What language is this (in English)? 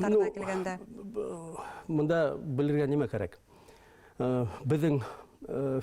Bashkir